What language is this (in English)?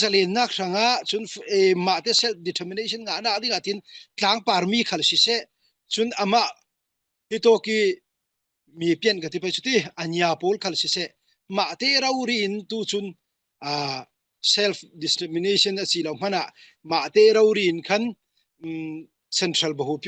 Falam Chin